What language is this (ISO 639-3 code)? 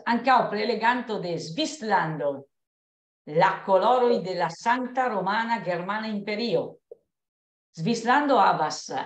epo